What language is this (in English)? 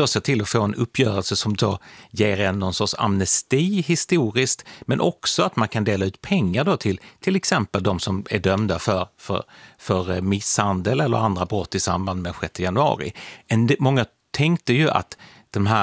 Swedish